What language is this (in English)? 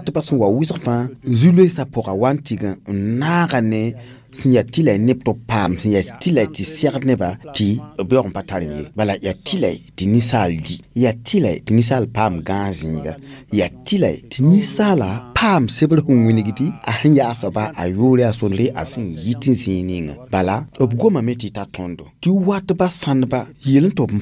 Mossi